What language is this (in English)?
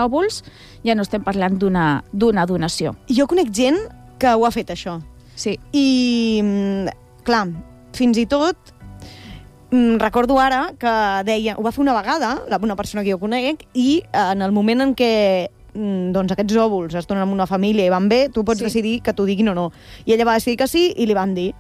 Catalan